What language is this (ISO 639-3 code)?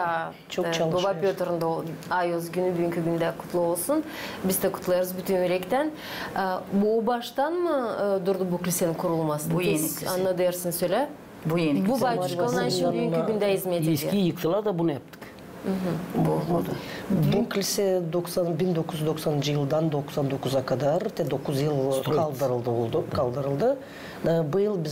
gag